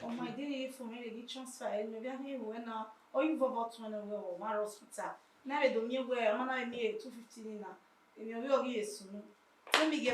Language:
Bini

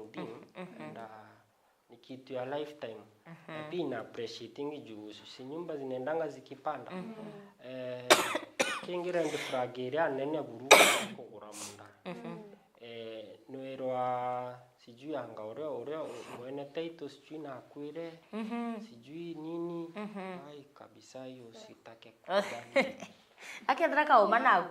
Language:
Meru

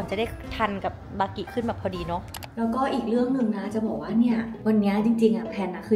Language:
Thai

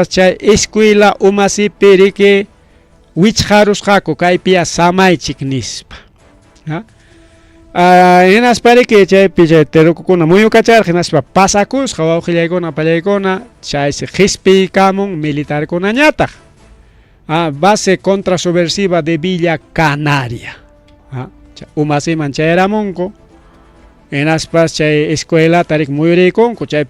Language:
Ayacucho Quechua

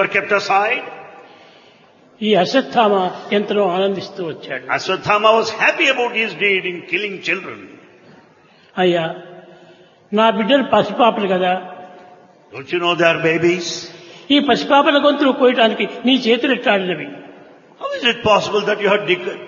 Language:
Telugu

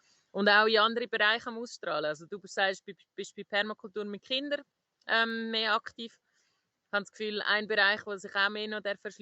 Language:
Swiss German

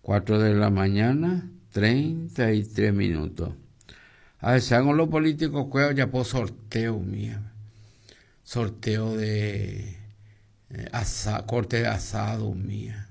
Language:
Guarani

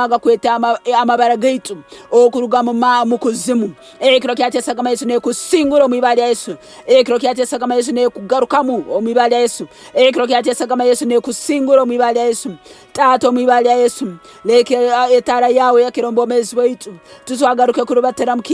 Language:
Nyoro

